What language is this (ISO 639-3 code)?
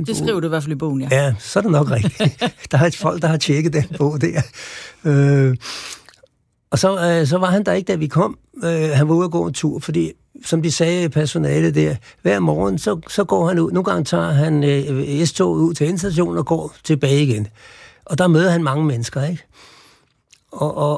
dan